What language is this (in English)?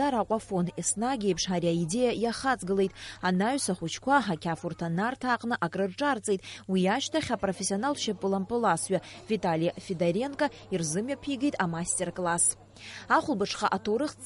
Abkhazian